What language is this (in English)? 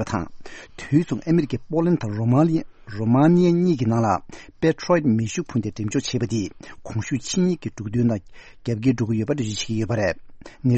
Tibetan